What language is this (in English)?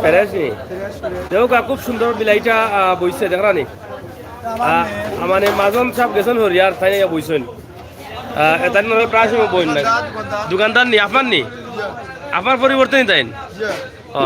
Sylheti